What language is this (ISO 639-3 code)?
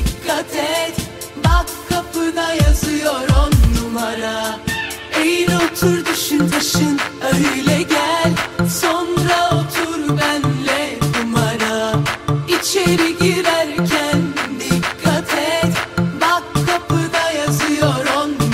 tur